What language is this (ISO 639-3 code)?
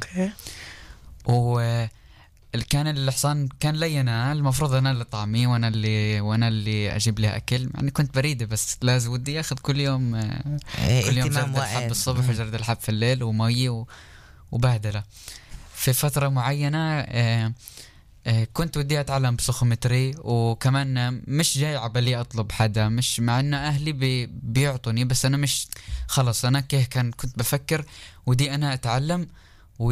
apc